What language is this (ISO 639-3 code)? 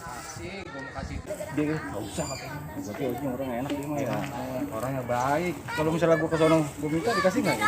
bew